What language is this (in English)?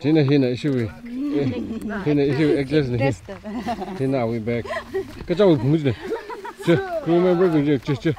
Tangkhul Naga (India)